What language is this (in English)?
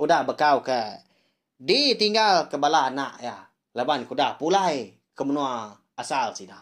Iban